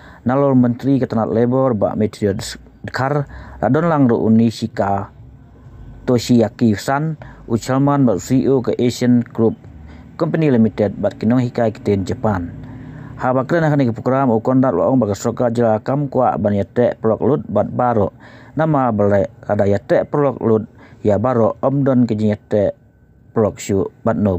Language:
Khasi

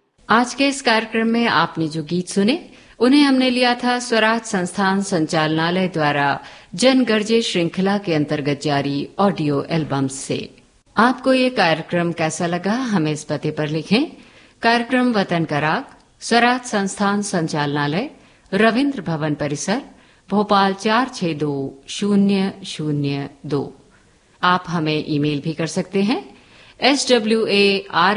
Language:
Hindi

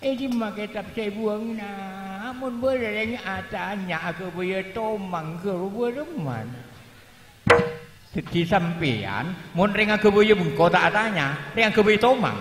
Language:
Madurese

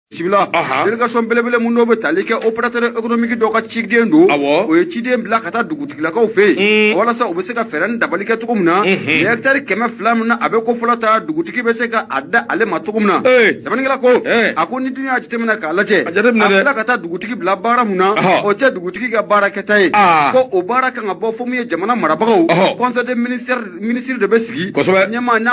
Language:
Bambara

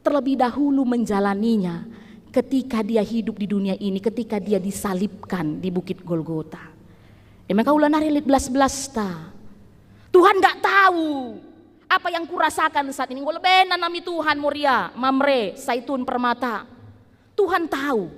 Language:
Batak Karo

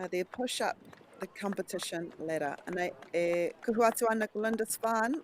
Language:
Māori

